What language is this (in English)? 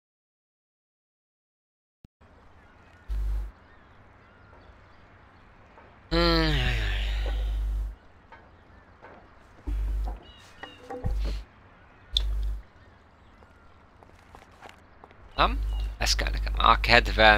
Hungarian